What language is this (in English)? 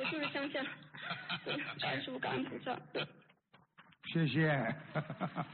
Chinese